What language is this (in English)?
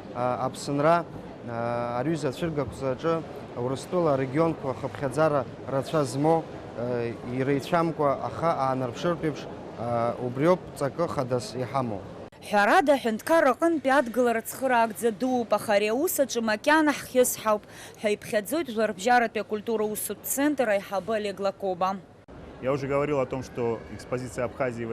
Abkhazian